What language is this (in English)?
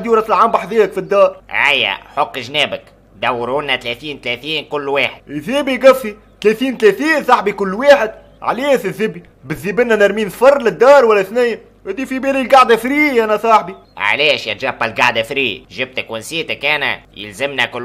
Tunisian Arabic